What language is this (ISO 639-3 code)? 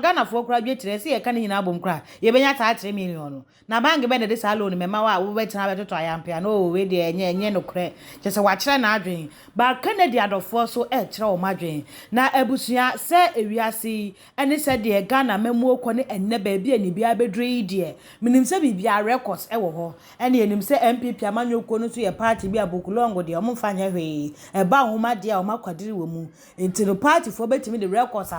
aka